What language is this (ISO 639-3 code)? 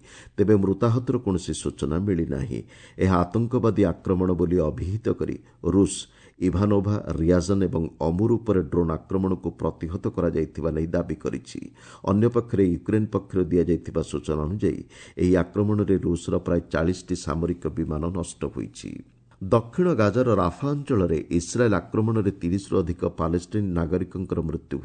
ori